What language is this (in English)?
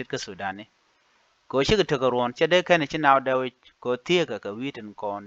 Nuer